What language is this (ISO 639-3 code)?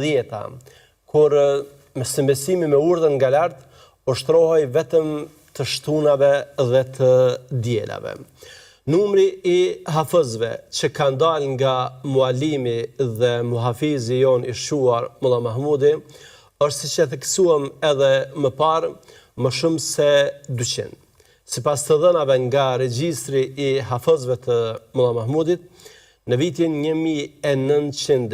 sqi